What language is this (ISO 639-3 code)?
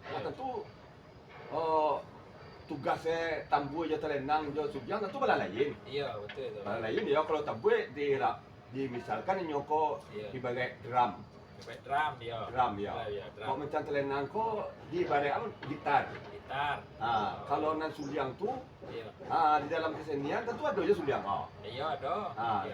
min